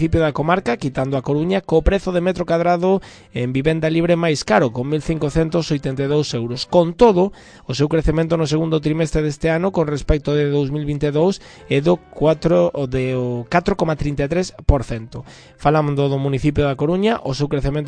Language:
Galician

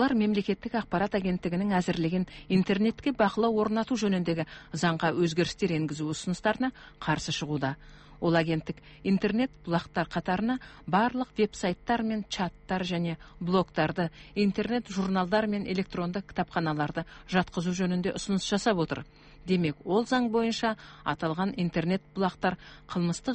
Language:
Kazakh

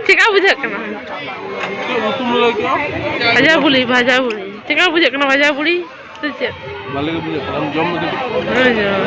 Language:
Santali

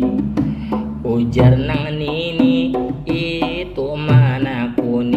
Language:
Banjar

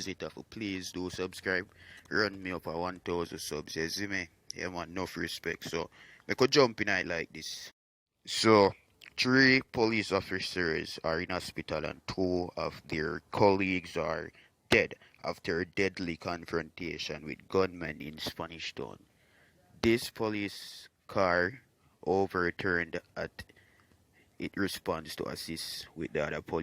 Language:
Jamaican Creole English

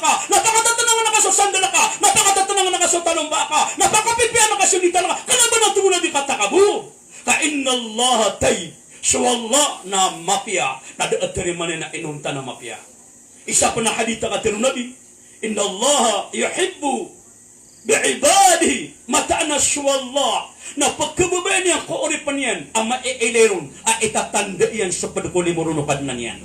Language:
Maranao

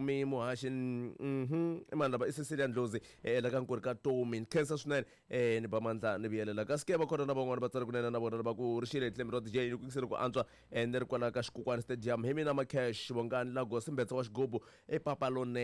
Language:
Tsonga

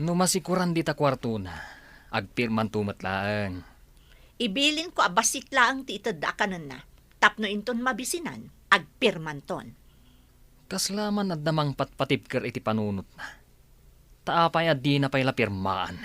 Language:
Iloko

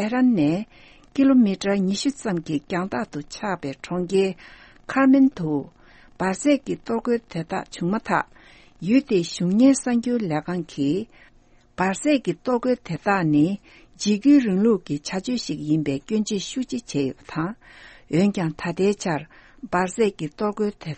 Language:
Tibetan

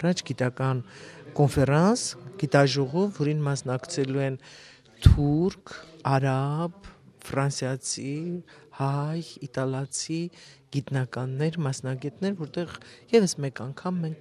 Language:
Armenian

